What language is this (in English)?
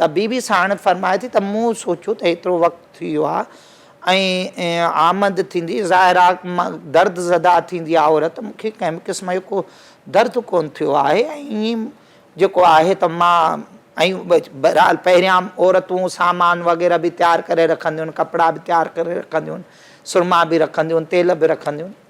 Sindhi